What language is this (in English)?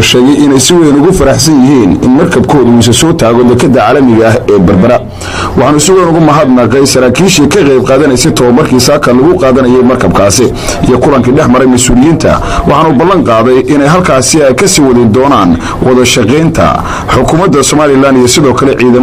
Somali